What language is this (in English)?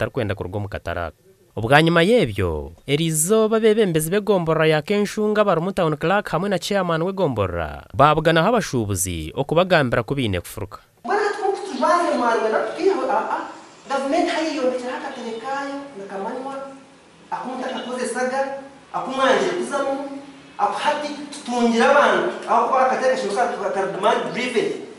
Nyankole